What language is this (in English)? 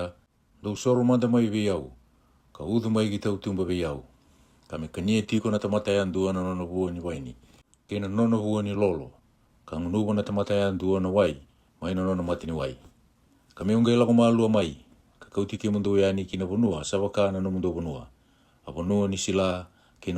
Fijian